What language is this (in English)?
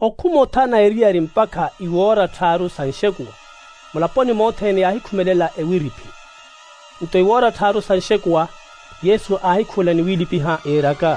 Makhuwa